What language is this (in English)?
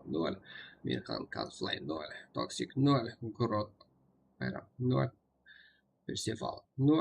Kara-Kalpak